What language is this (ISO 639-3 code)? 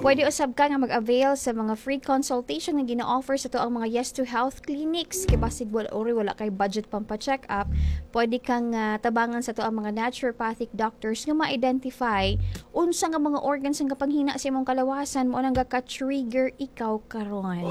ceb